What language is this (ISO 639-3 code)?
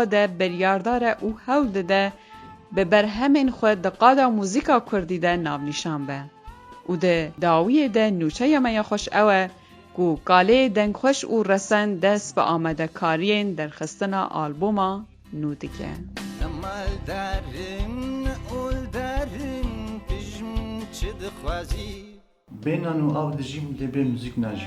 kur